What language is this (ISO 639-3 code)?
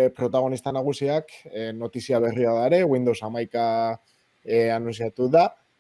eus